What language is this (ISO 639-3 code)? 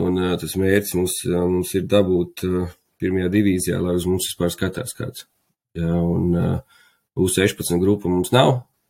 lav